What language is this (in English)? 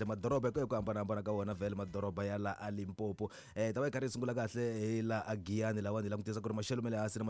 Tsonga